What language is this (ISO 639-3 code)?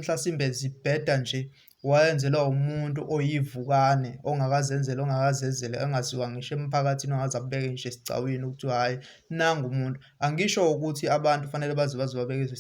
zul